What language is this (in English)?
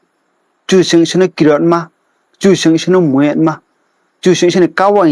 Riang (India)